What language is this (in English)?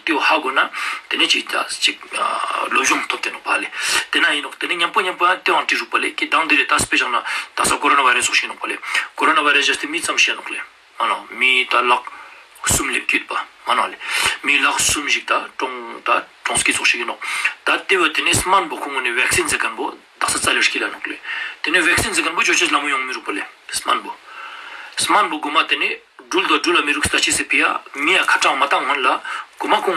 Ladakhi